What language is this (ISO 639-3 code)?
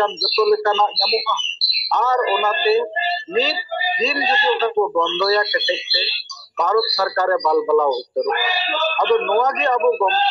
sat